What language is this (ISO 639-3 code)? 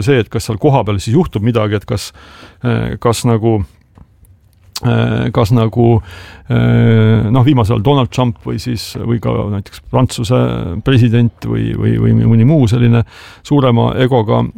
est